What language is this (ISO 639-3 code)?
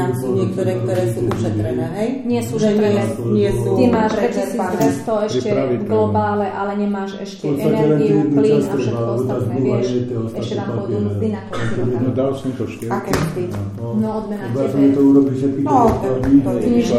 slk